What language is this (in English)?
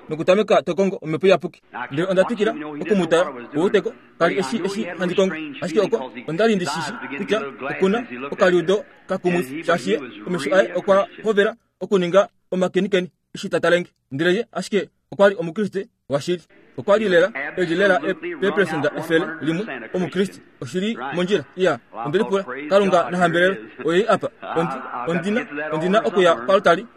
Kuanyama